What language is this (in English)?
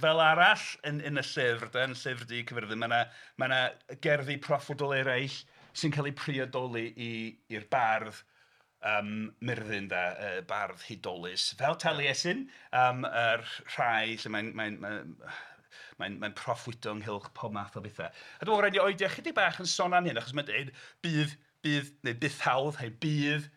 Welsh